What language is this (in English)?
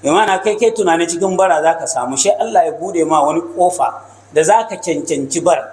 Hausa